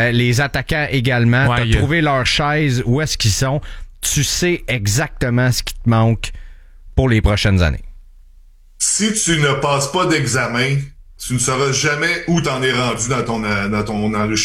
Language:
French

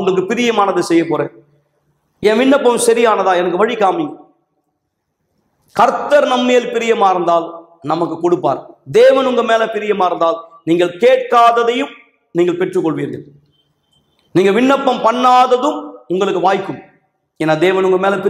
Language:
Tamil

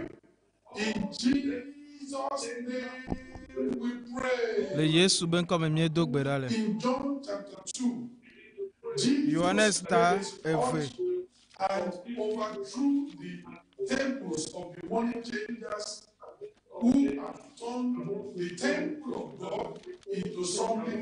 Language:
Ewe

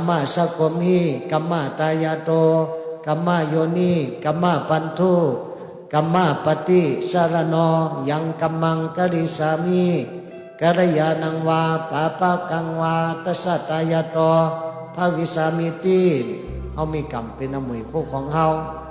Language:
Shan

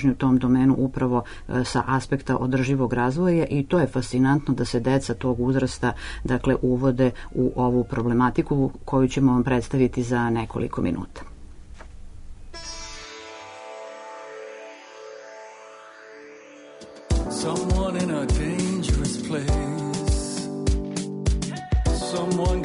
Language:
Serbian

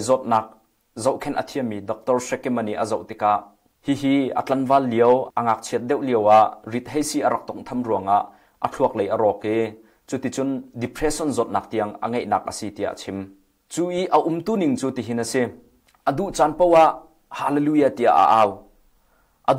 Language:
Hakha Chin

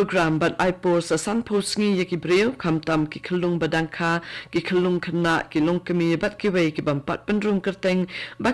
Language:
Khasi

